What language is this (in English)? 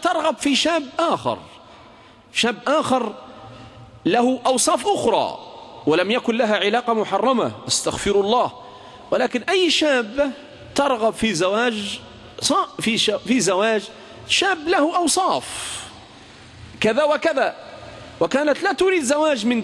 Arabic